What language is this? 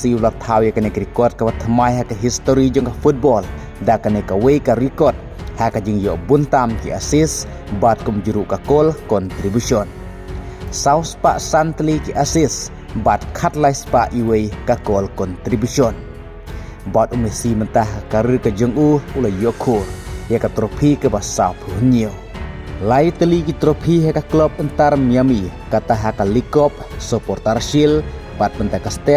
Khasi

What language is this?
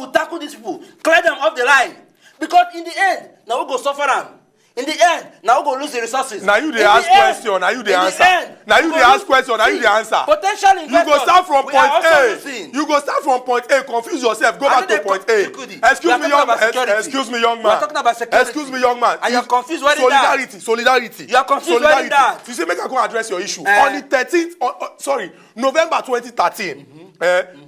Nigerian Pidgin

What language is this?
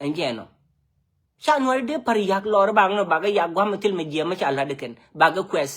Nuer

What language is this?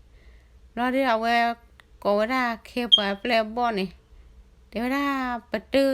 S'gaw Karen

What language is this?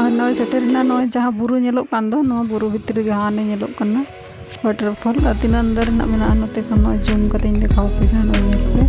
Santali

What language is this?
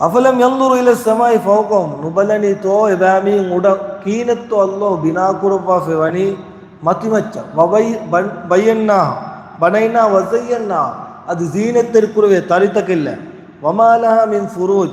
Divehi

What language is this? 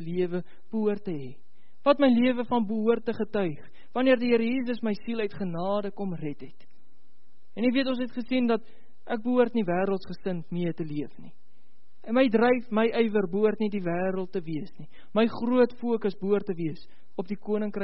Afrikaans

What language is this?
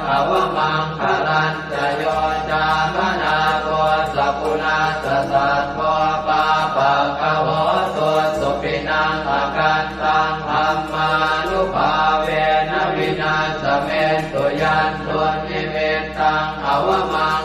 Pali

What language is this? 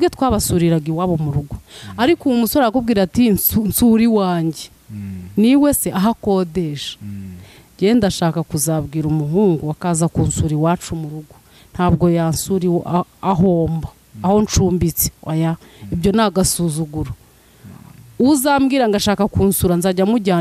Kinyarwanda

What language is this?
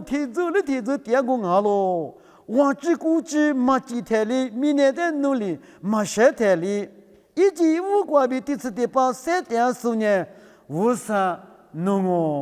Lisu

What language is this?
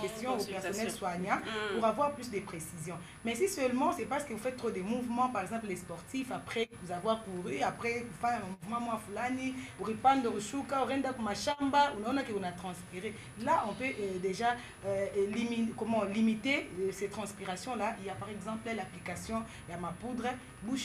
French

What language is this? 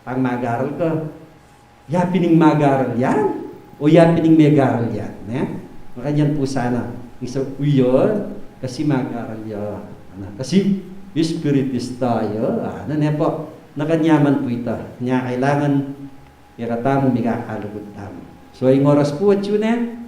Pampanga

